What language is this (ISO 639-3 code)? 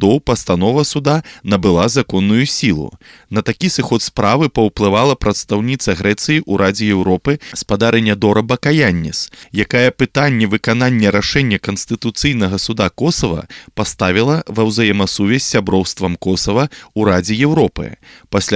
bel